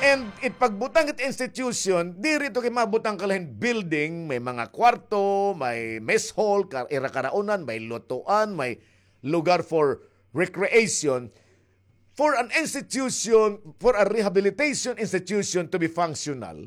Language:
Waray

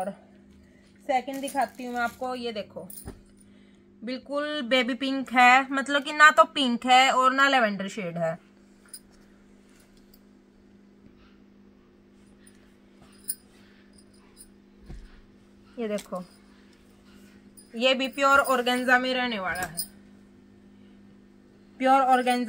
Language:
Hindi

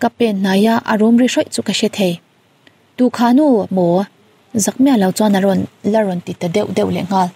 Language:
Mizo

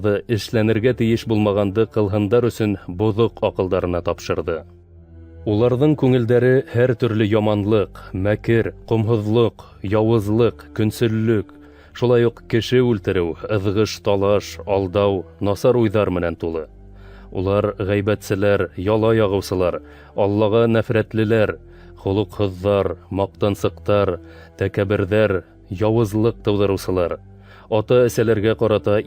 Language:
Bashkir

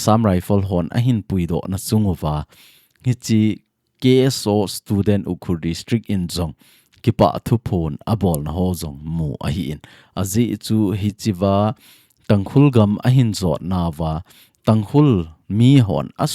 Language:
Thado Chin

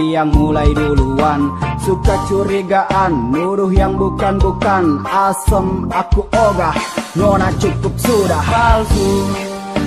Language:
Indonesian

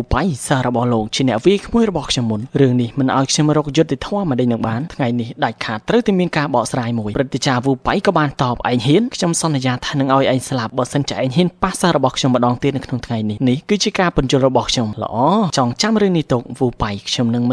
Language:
Khmer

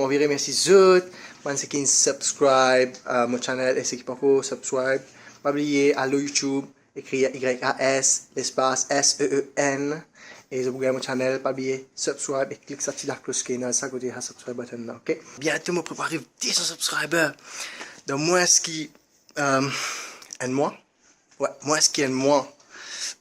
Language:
Morisyen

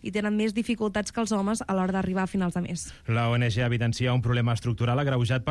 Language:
Catalan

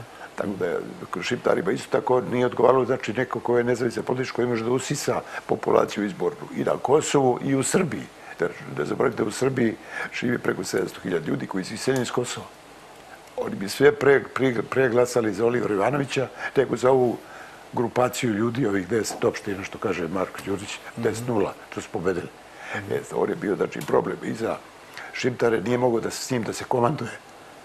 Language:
Serbian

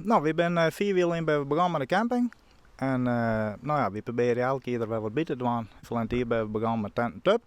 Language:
Western Frisian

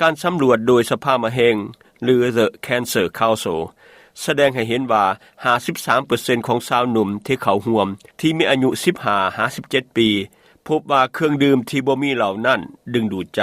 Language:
Lao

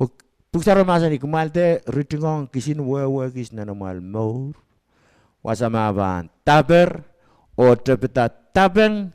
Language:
Pohnpeian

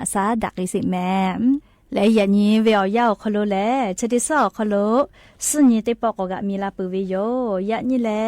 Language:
Lahu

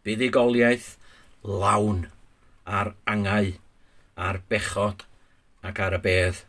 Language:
Welsh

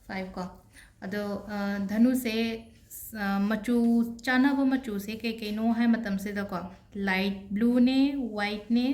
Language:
Manipuri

